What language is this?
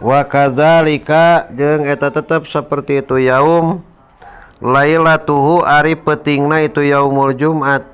Sundanese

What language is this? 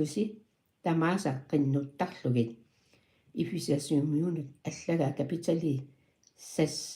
Kalaallisut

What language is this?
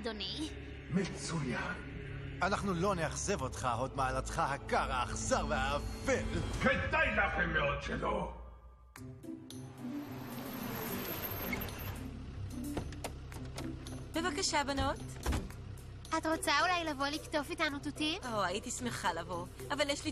Hebrew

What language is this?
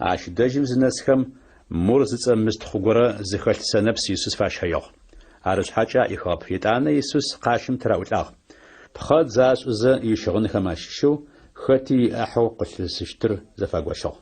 Adyghe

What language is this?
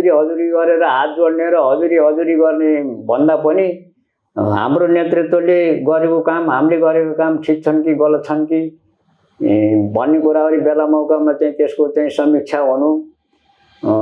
Nepali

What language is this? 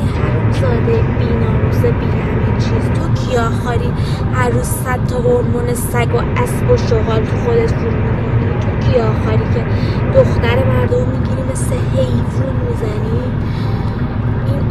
Persian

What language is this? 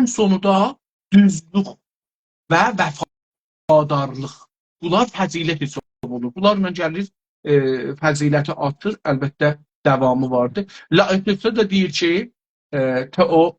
South Azerbaijani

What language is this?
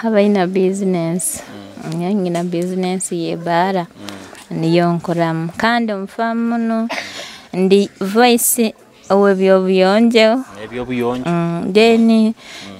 Nyoro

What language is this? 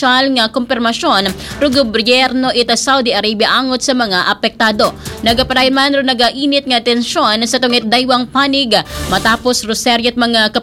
Aklanon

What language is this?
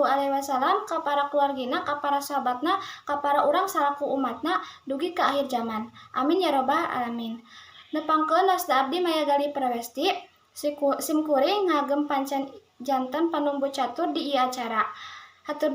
Sundanese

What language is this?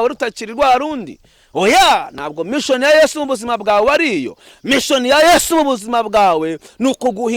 Kinyarwanda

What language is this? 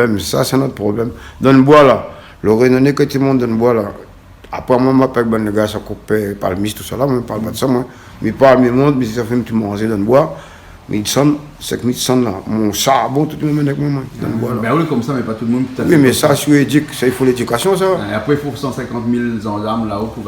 Réunion Creole French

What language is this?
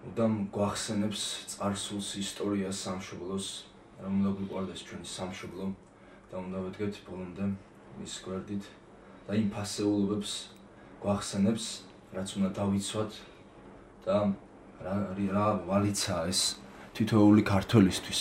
Georgian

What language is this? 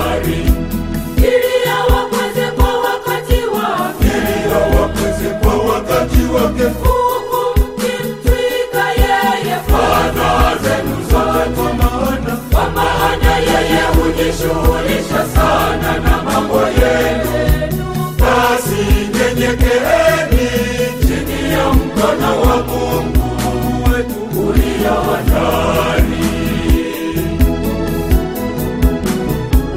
Swahili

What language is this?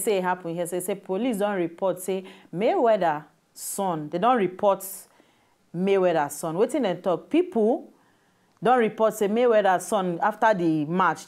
Nigerian Pidgin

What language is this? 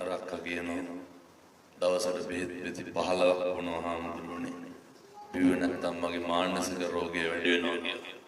Sinhala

